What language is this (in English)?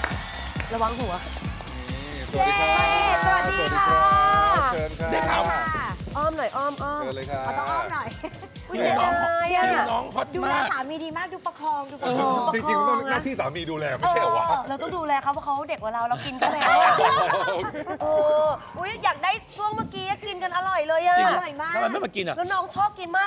Thai